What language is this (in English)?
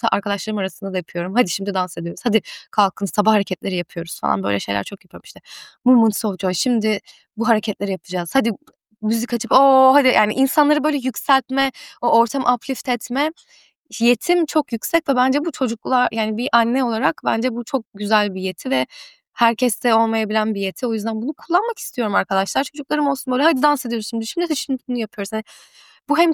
Turkish